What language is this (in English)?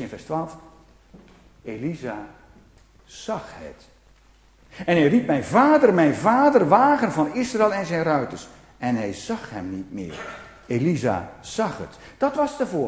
Dutch